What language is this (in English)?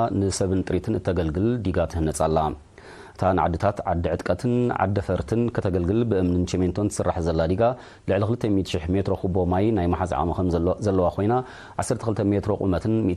Tigrinya